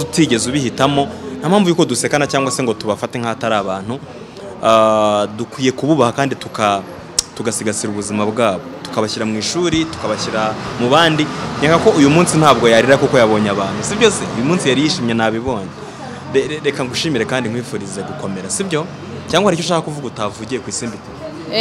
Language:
Kinyarwanda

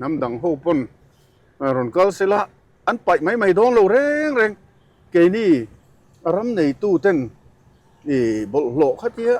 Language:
Mizo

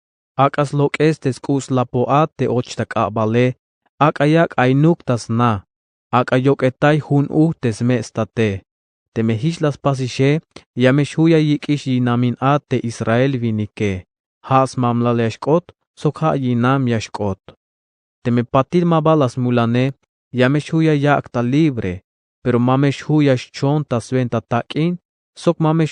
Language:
Tzeltal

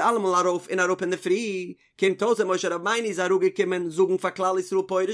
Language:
Yiddish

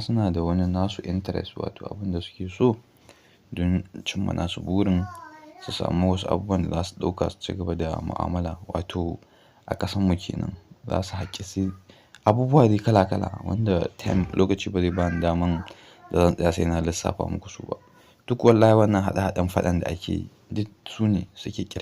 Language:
Hausa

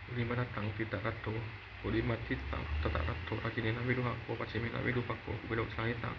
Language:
Pali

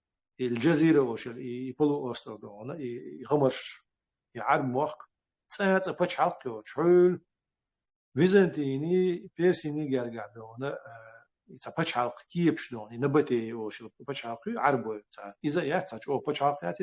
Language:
Chechen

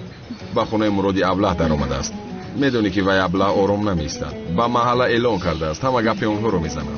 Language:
Tajik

